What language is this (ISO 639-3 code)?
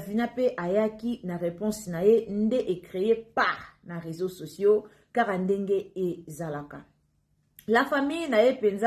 lin